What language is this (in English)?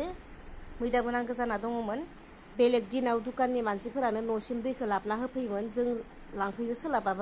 Bodo